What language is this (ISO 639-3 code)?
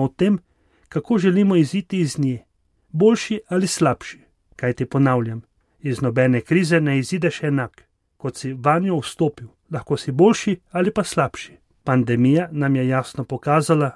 slv